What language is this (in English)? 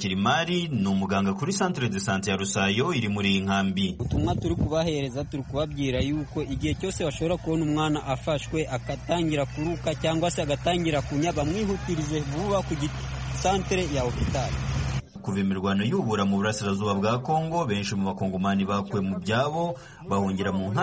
Kinyarwanda